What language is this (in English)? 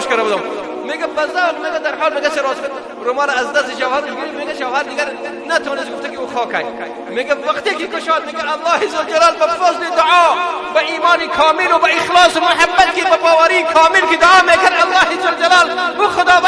Persian